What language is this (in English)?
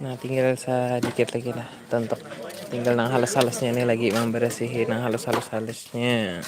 Banjar